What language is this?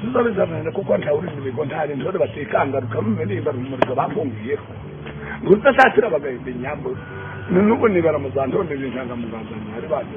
Kinyarwanda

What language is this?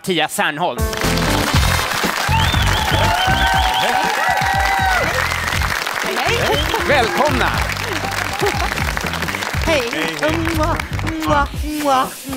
Swedish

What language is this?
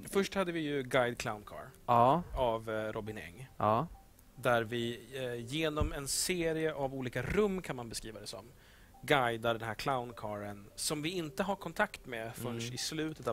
Swedish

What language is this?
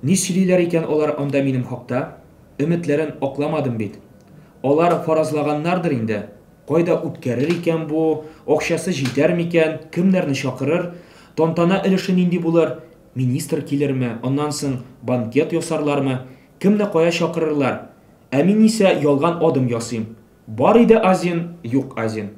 Tatar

